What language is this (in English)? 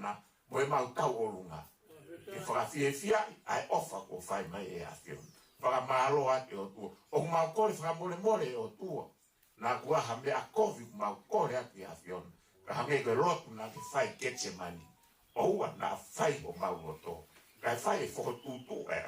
Tongan